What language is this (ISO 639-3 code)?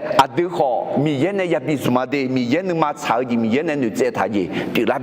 ahk